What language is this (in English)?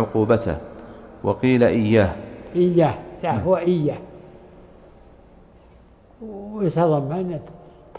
Arabic